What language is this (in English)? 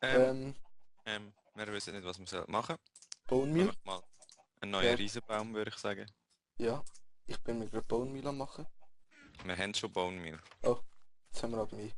Swiss German